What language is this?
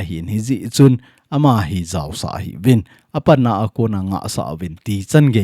Thado Chin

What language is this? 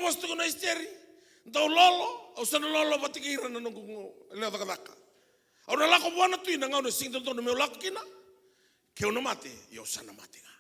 Fijian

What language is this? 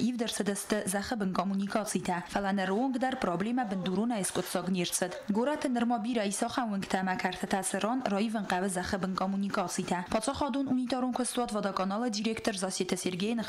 Ossetic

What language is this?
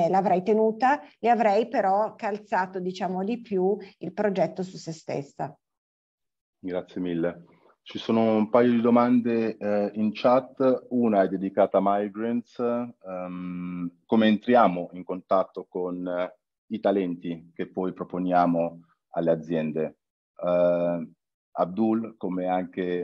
Italian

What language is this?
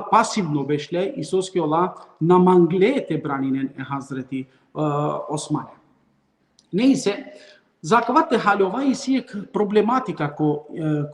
Balkan Romani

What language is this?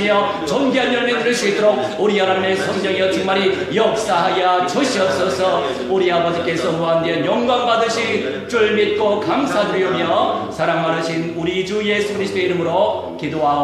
Korean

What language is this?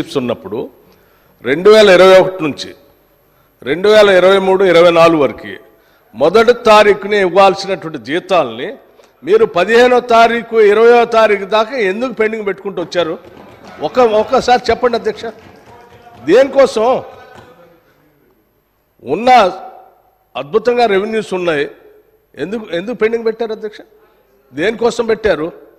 Telugu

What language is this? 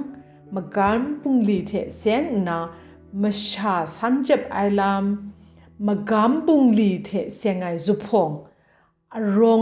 Kachin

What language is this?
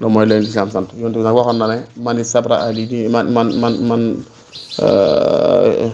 Wolof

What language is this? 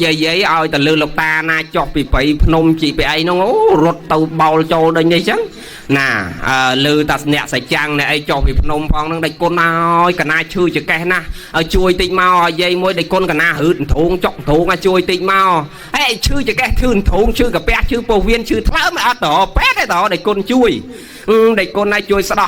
Khmer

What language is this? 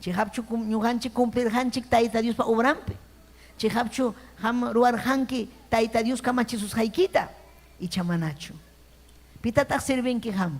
Ayacucho Quechua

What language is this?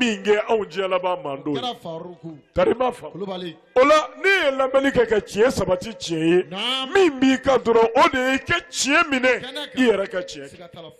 Bambara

